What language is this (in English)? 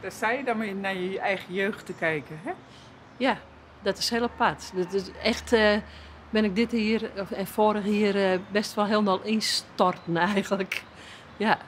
Western Frisian